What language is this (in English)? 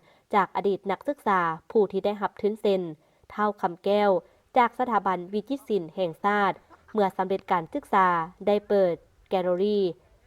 Lao